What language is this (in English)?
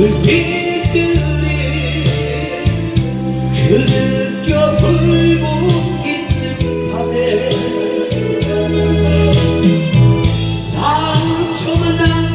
Korean